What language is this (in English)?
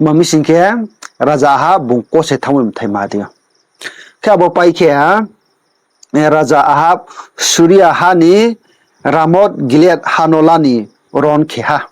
Riang (India)